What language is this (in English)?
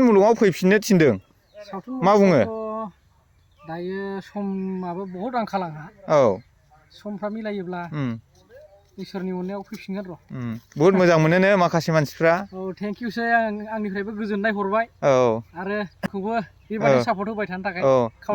Bodo